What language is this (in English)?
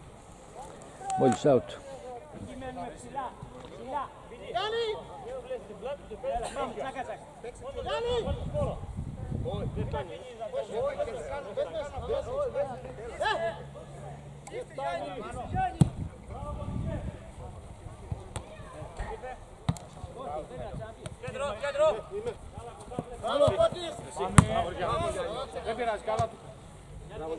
Greek